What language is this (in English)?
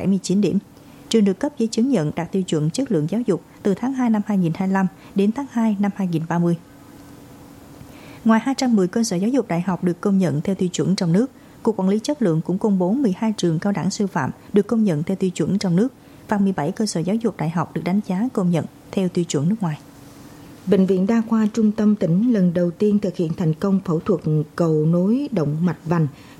Vietnamese